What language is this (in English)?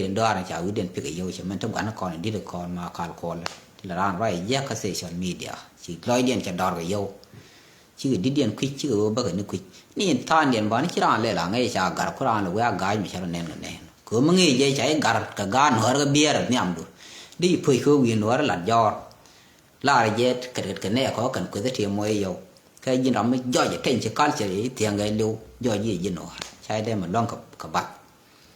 Nuer